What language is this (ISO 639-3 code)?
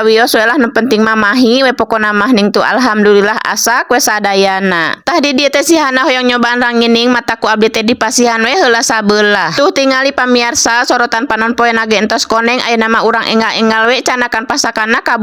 sun